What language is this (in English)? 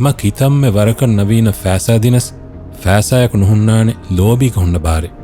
Divehi